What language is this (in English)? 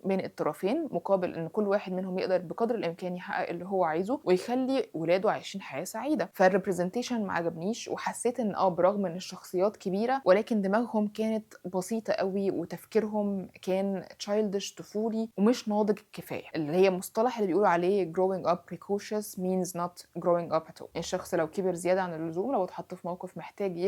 Egyptian Arabic